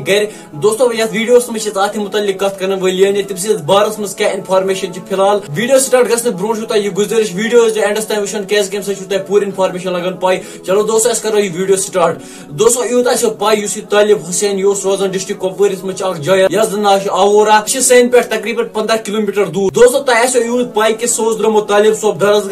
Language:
Kashmiri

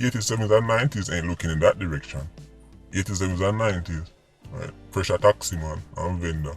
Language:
Jamaican Creole English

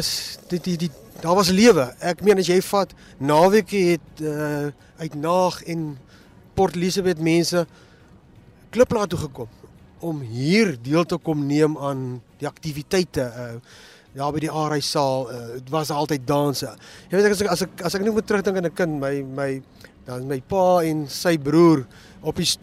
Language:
Afrikaans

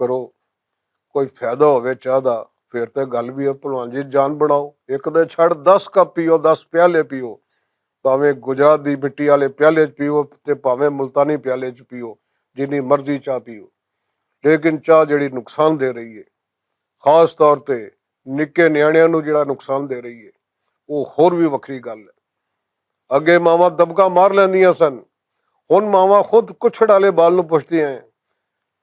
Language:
Western Panjabi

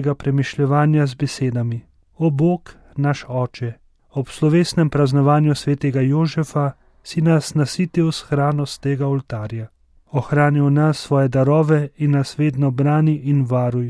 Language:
Slovenian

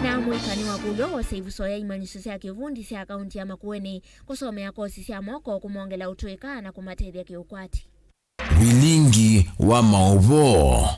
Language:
Kamba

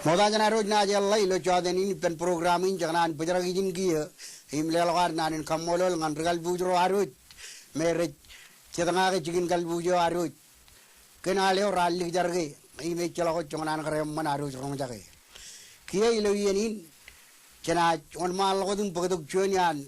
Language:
Marshallese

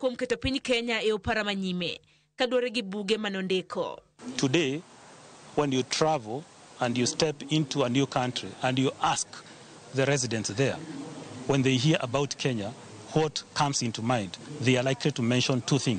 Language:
Luo (Kenya and Tanzania)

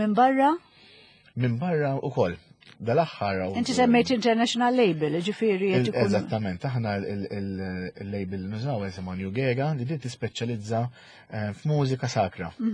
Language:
Maltese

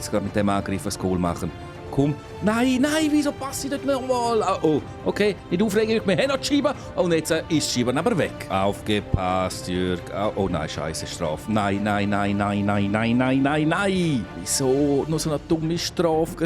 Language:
Swiss German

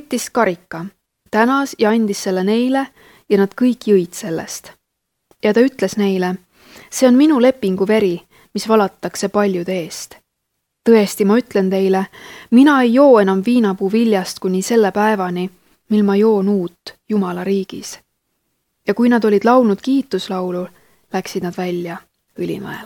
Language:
Estonian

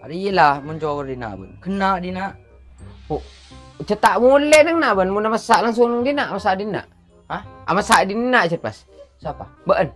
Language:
Madurese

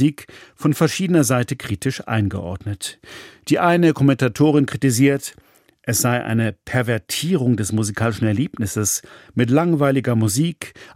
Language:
German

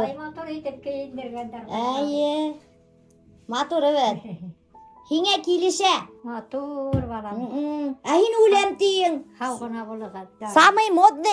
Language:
Bashkir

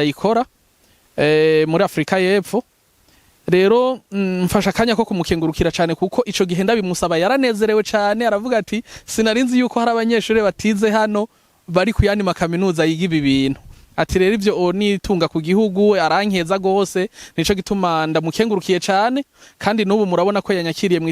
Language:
Rundi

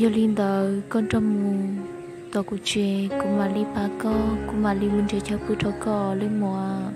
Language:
Hmong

